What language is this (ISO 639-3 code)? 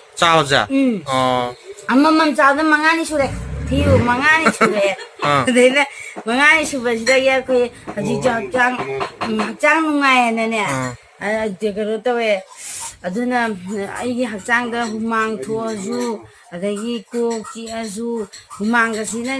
mni